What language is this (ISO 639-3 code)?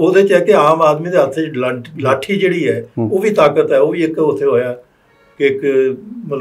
pan